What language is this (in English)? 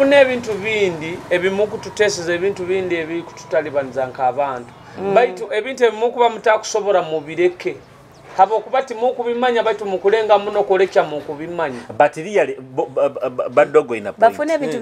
Nyoro